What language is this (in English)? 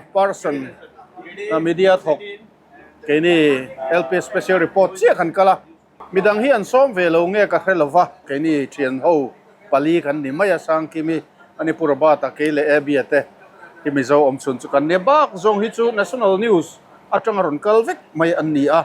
Mizo